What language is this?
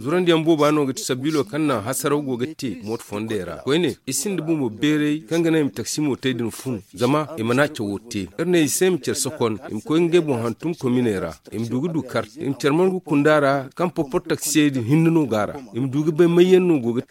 Zarma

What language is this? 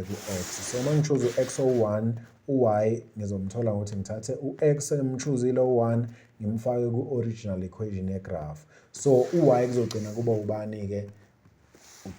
Zulu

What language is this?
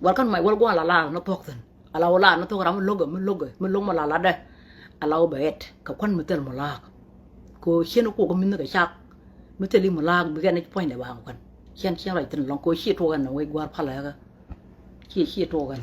Nuer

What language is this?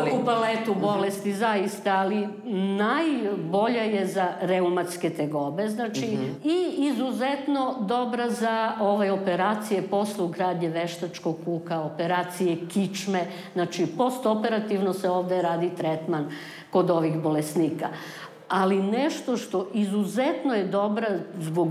Serbian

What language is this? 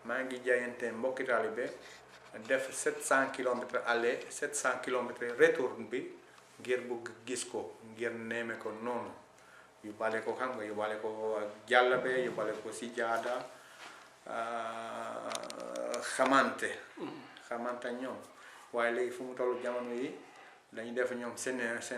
Wolof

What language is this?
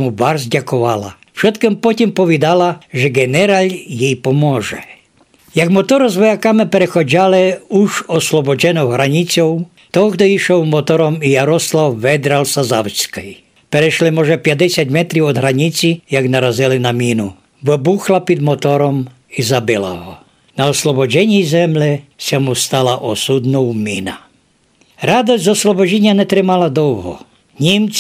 Rusyn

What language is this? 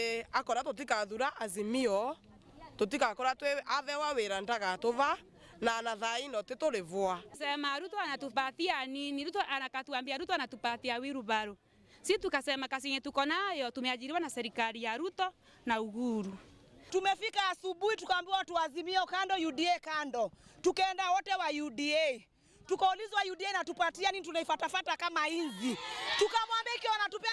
Meru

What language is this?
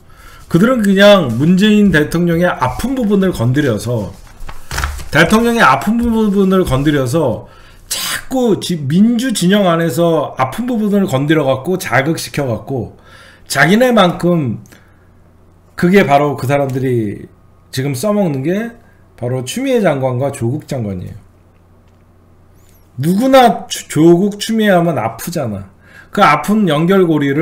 Korean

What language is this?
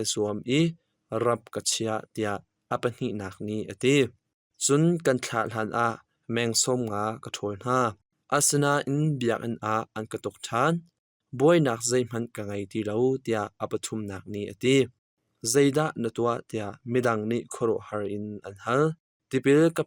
Hakha Chin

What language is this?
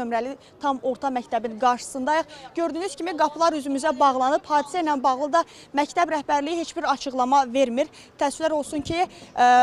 Azerbaijani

